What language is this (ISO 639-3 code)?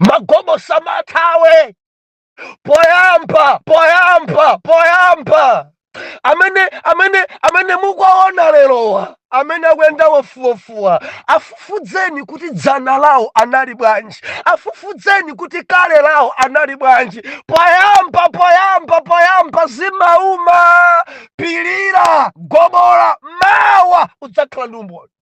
nya